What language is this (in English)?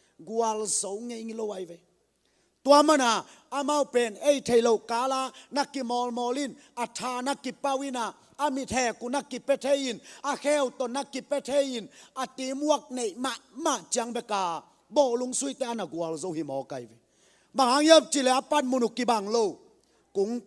Tedim Chin